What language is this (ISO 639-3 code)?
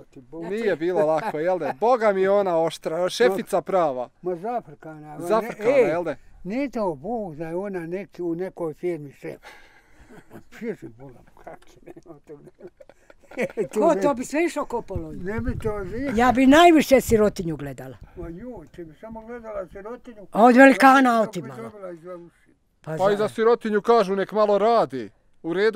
bos